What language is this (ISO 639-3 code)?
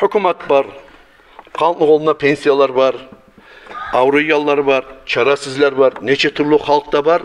kum